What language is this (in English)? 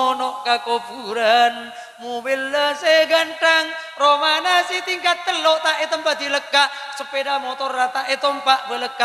Madurese